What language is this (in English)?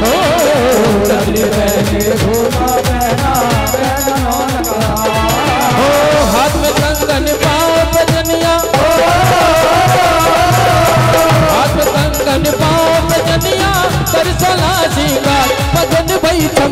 Hindi